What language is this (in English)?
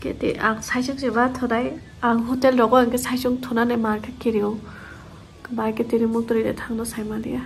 Kok Borok